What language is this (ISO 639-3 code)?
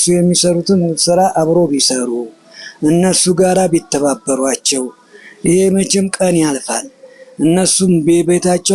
amh